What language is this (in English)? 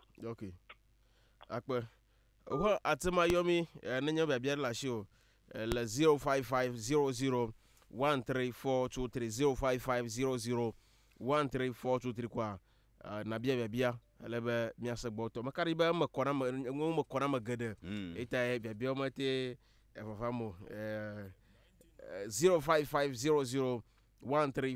Ewe